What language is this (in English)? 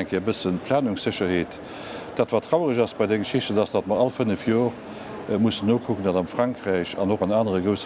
Luxembourgish